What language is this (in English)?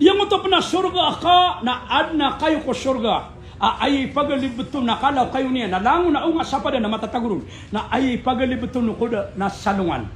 Maranao